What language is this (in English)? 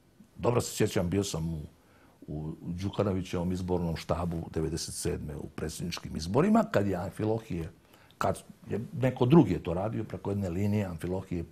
Serbian